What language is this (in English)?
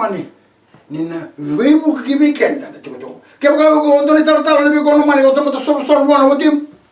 Fijian